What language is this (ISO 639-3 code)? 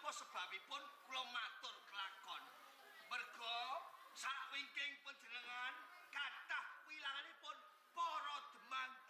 jav